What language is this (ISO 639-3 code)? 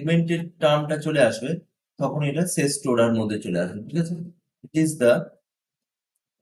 ben